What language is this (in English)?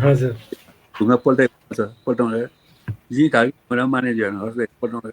Newari